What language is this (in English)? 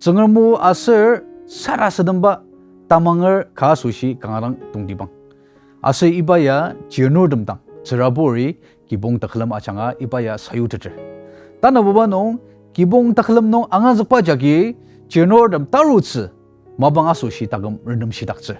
Ao Naga